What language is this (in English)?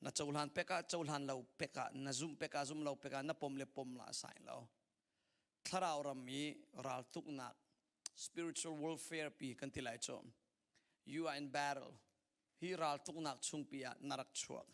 Hakha Chin